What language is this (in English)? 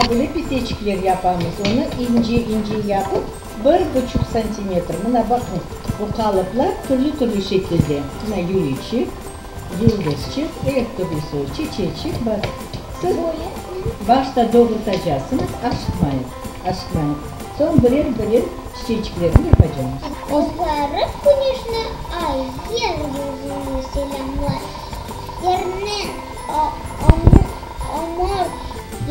Crimean Tatar